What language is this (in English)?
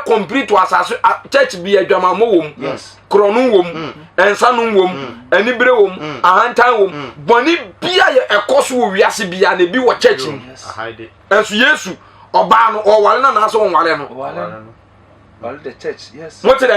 Akan